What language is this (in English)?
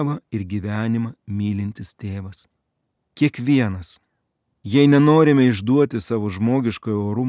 Lithuanian